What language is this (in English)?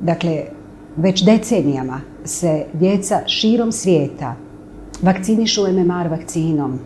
Bosnian